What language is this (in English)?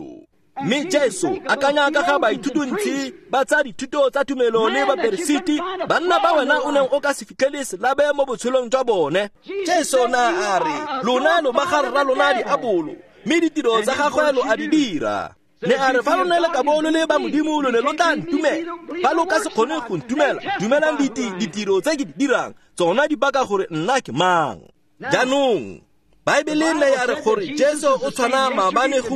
Tswana